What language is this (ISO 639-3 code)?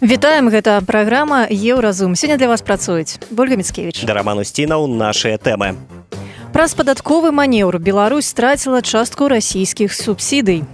bel